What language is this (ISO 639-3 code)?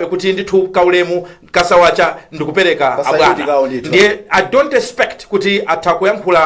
nya